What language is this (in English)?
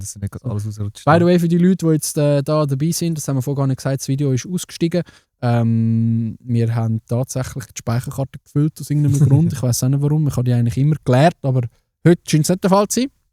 Swiss German